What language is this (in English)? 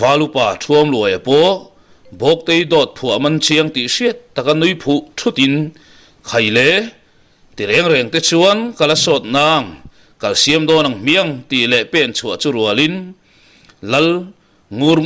Mizo